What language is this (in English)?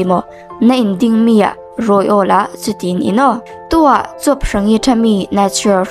Falam Chin